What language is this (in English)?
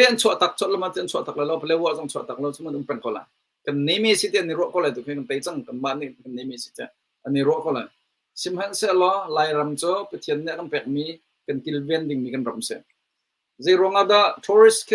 Hakha Chin